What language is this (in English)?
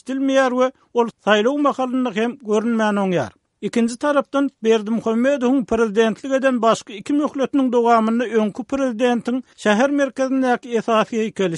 Turkmen